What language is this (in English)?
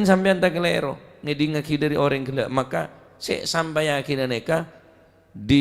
Madurese